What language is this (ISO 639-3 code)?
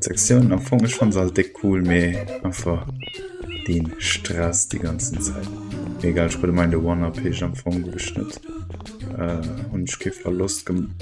ltz